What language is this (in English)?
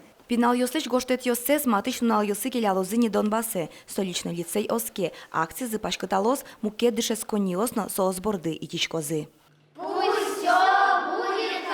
Udmurt